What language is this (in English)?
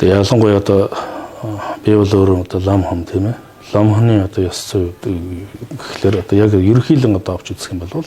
Mongolian